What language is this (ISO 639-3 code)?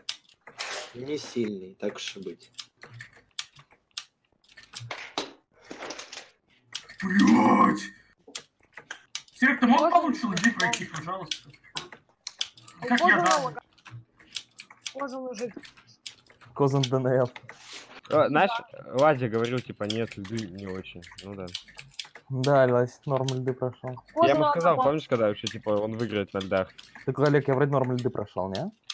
rus